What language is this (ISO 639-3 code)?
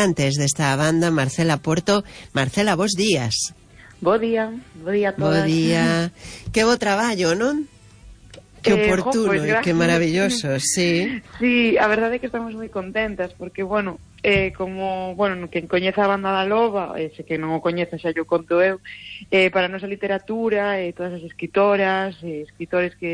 glg